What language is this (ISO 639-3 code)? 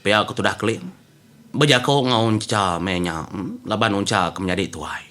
iba